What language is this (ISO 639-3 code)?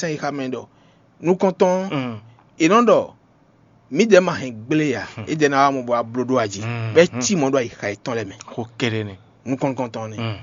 fon